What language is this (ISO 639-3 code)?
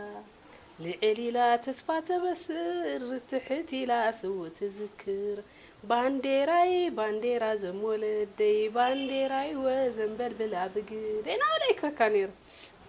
tir